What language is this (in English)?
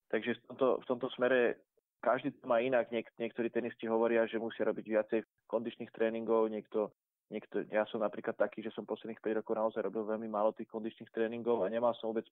Slovak